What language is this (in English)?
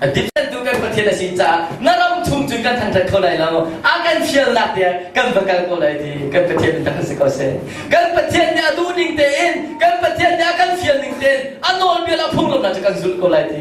Hakha Chin